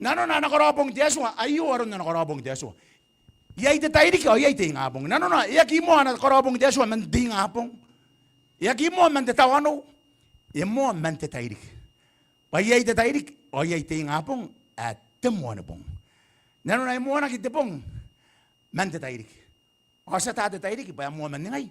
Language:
Gilbertese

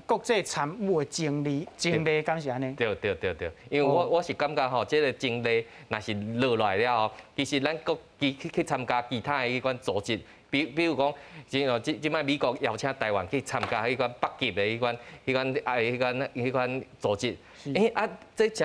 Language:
Min Nan Chinese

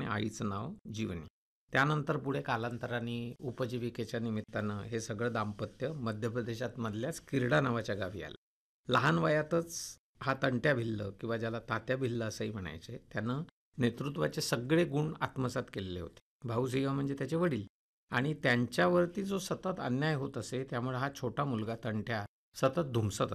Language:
Marathi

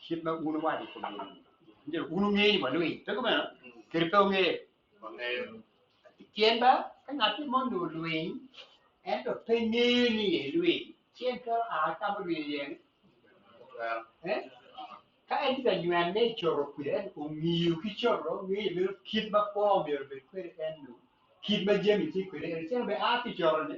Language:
Acoli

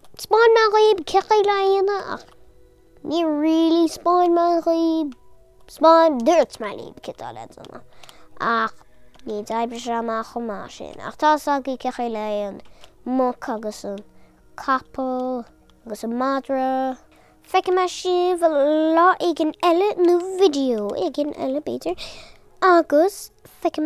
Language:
Irish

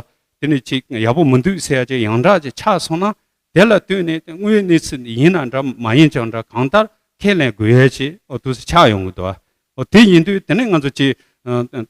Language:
Tibetan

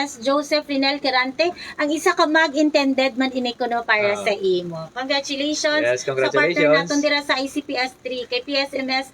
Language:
Hiligaynon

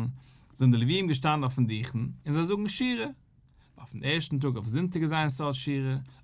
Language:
Yiddish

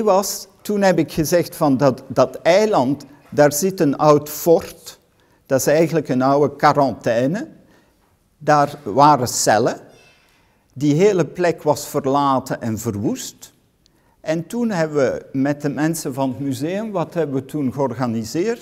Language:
Dutch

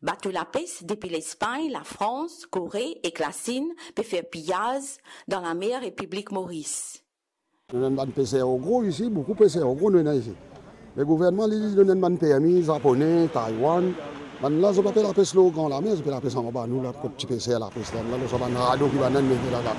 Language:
Morisyen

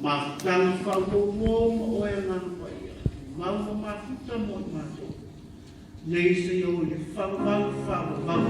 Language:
Samoan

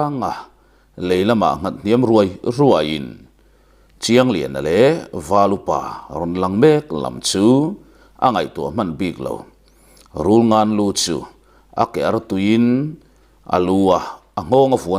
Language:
Mizo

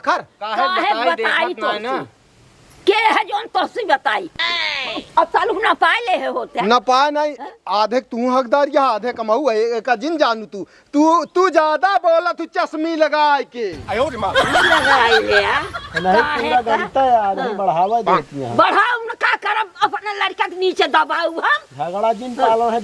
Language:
Awadhi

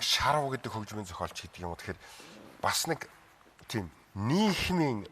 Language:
Mongolian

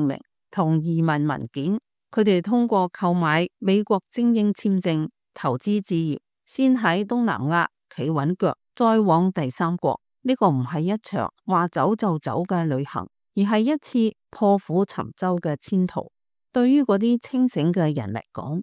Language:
Cantonese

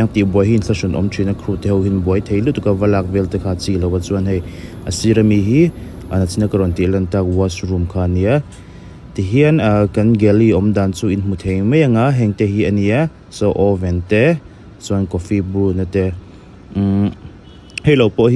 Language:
Mizo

